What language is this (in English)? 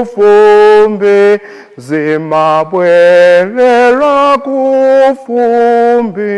Nyanja